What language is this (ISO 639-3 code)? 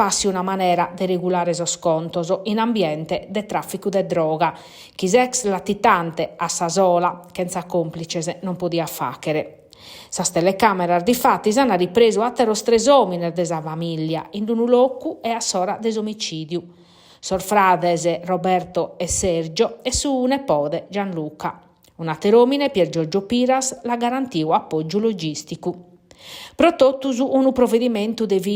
srd